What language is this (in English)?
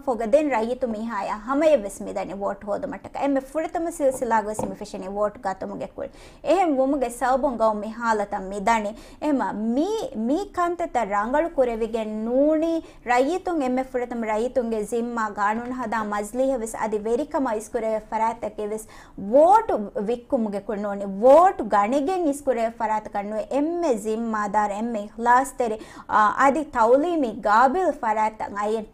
Divehi